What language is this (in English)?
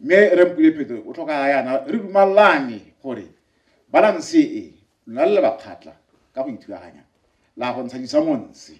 Tswana